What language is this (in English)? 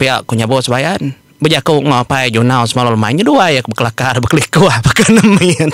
Iban